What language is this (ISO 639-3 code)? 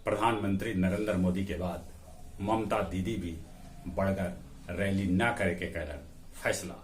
mag